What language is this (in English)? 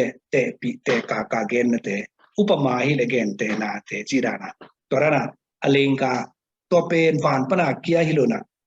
Tedim Chin